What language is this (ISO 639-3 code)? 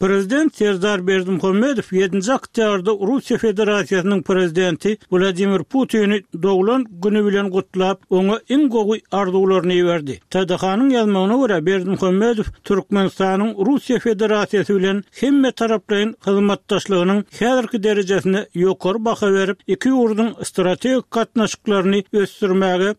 tuk